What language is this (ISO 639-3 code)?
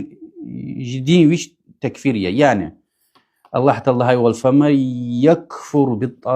lez